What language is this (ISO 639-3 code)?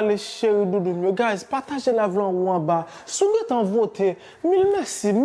hat